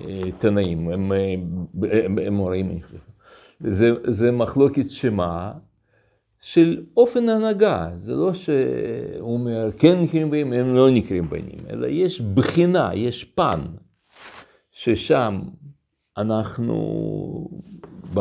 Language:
Hebrew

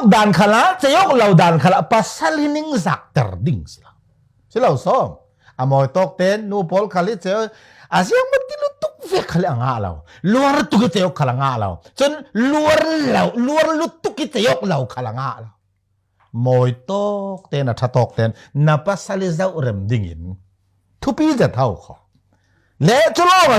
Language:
Falam Chin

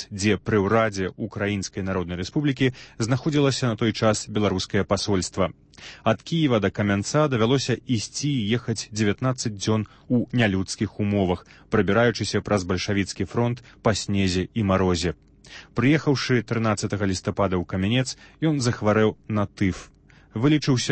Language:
Belarusian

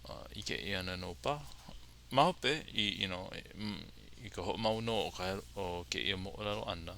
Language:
Hawaiian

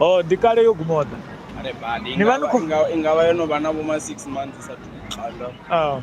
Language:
Venda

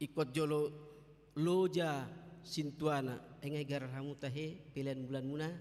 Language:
Batak Toba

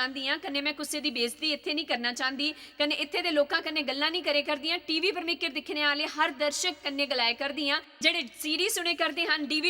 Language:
Dogri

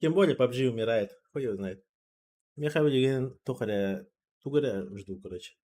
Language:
Yakut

